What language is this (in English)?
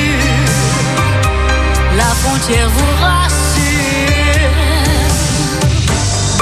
French